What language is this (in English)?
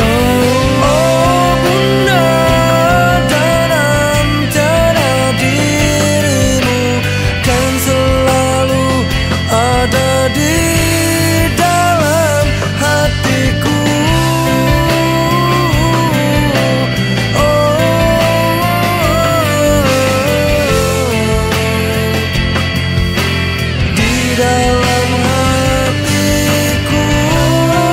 Indonesian